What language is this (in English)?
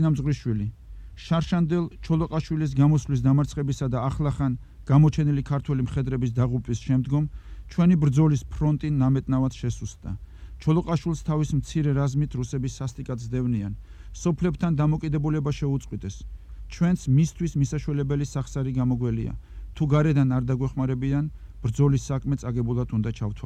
Georgian